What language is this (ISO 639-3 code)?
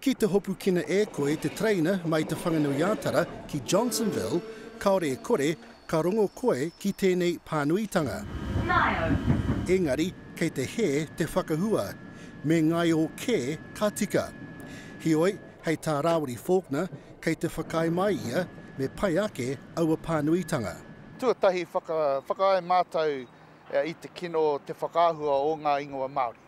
mri